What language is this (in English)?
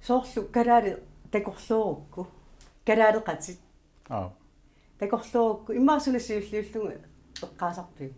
Kalaallisut